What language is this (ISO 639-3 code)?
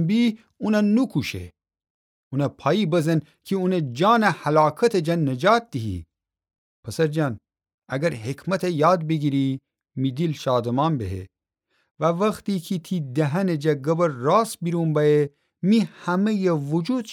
glk